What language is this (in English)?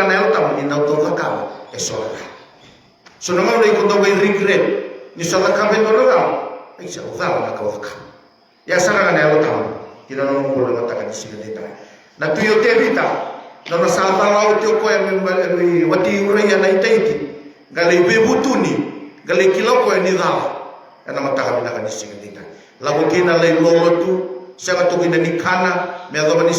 Fijian